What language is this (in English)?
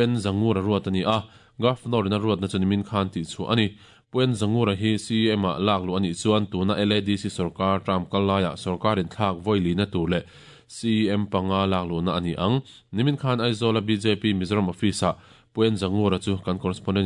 Mizo